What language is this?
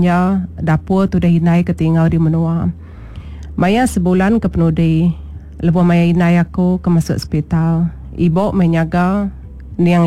Iban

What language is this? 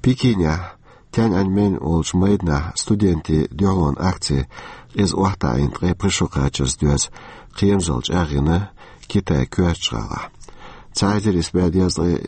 Chechen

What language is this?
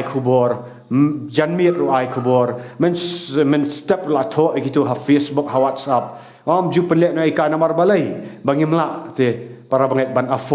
Khasi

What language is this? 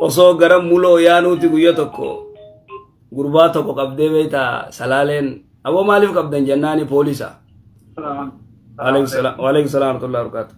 Oromo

